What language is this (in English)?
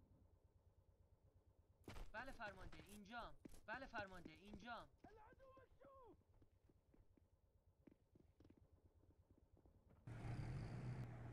Persian